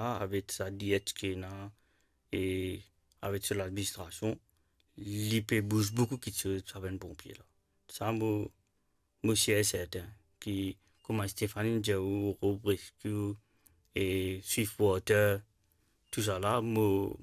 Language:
Morisyen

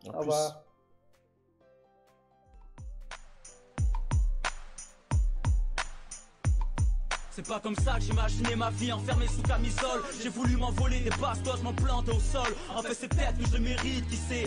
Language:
French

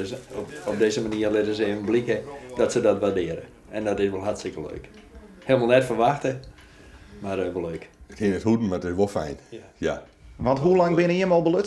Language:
Western Frisian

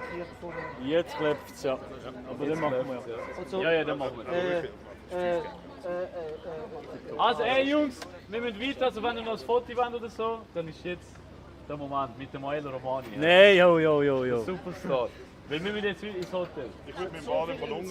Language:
Swiss German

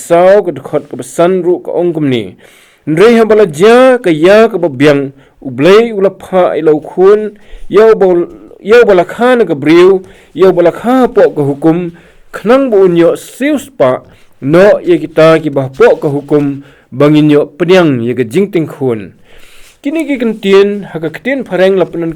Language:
Khasi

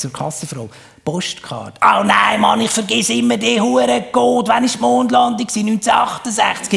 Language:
Swiss German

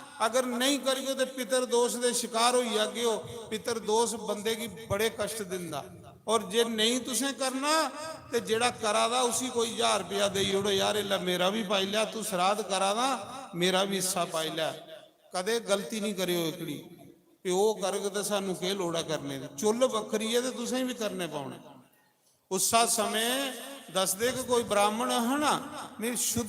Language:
Dogri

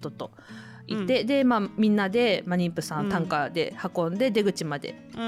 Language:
Japanese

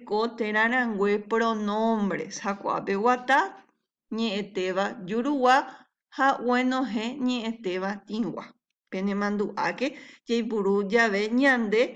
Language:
Guarani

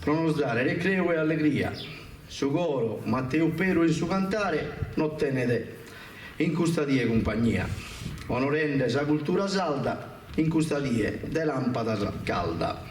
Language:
Sardinian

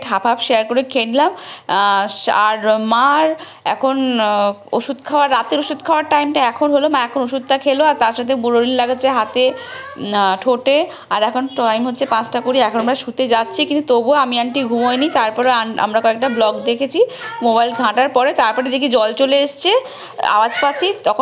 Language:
Bangla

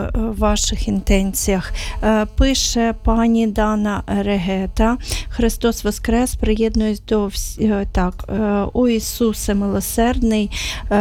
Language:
Ukrainian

